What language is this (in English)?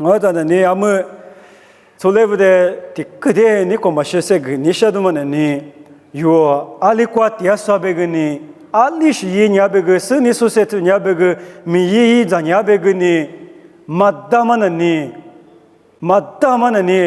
Lisu